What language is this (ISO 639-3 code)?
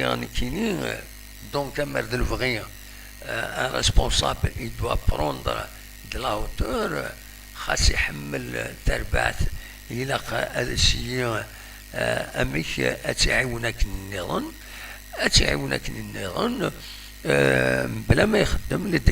kab